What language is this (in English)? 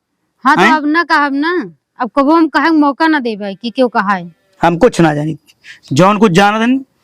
Awadhi